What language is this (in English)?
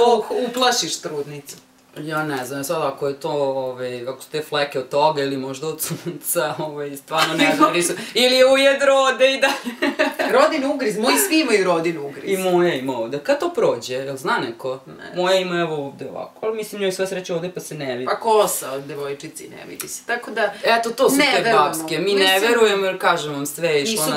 Serbian